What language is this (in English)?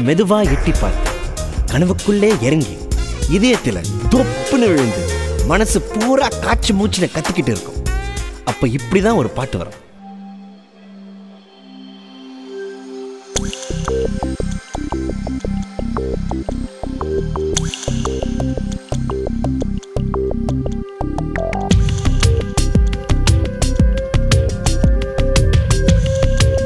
Tamil